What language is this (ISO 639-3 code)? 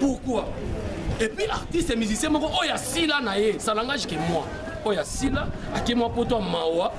lin